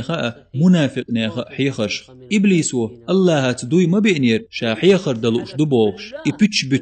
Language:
Chechen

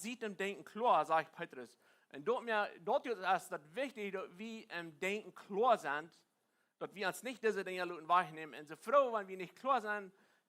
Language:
Plautdietsch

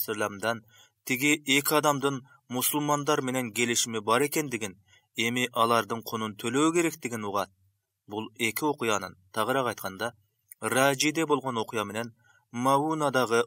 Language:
Kyrgyz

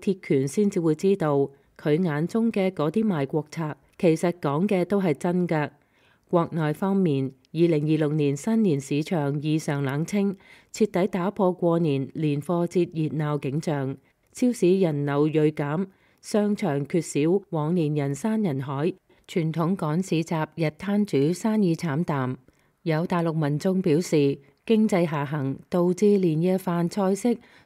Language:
Cantonese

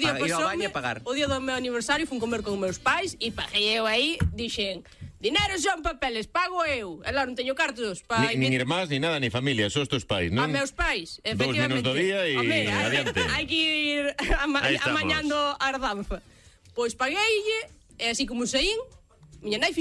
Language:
Galician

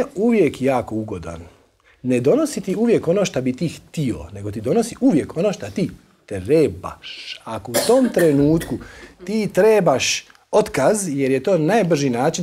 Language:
Croatian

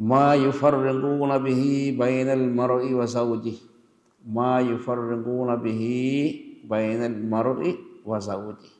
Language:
Divehi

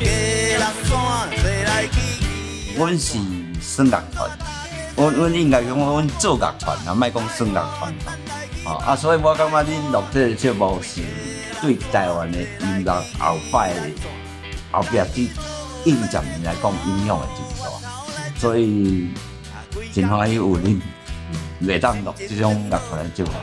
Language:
Min Nan Chinese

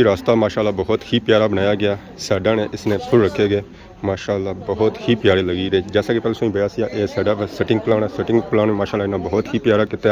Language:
Pahari-Potwari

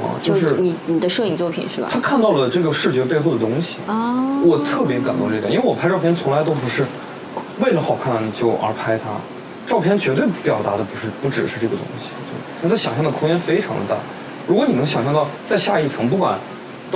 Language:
Chinese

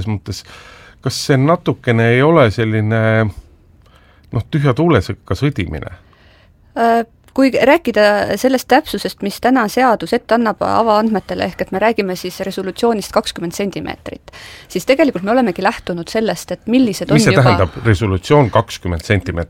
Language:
Estonian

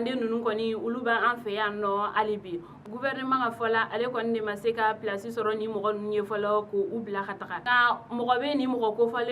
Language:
Bambara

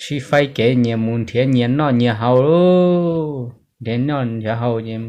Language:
Hmong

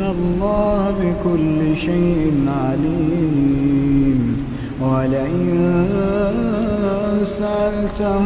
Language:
Arabic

